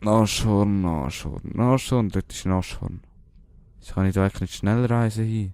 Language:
Swiss German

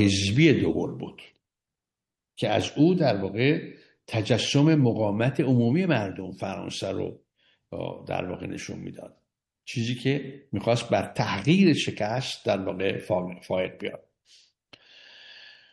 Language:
Persian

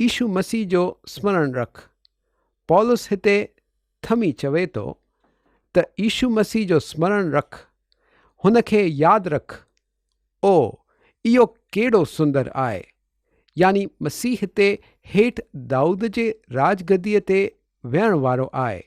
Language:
Sindhi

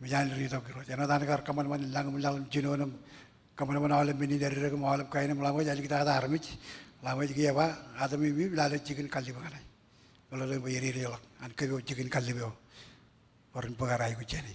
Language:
Marshallese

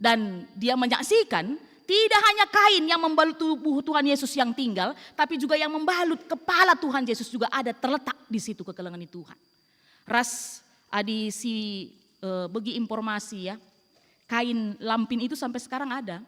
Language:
Batak Karo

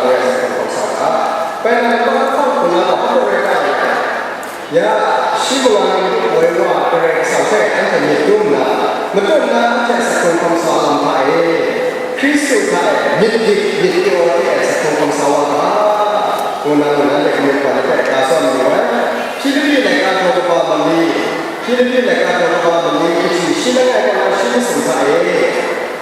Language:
Kachin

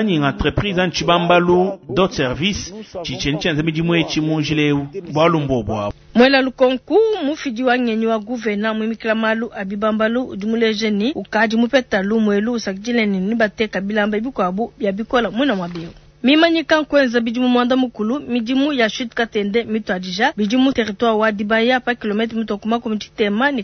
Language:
Luba-Lulua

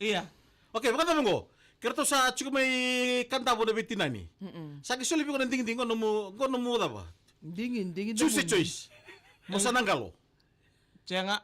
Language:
Fijian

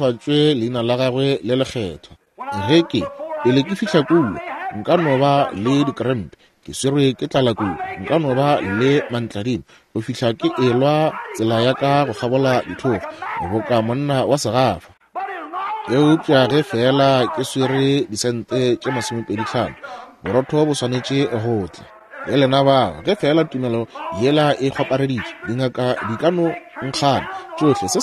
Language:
Northern Sotho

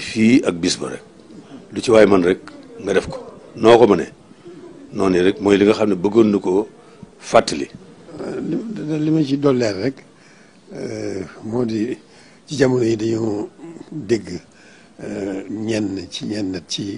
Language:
Wolof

